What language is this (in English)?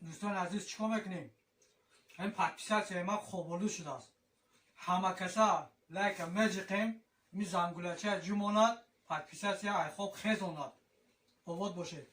Tajik